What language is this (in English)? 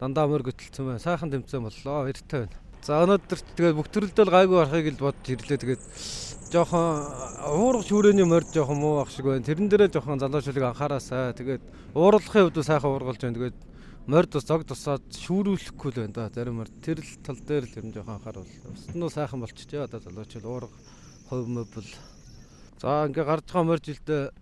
Mongolian